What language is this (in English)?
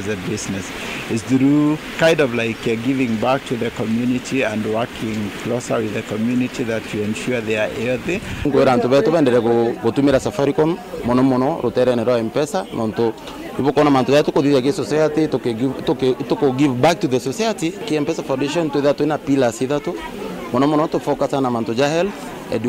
Meru